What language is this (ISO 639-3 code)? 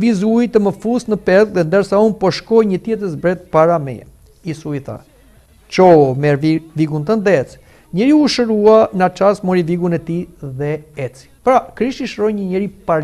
sqi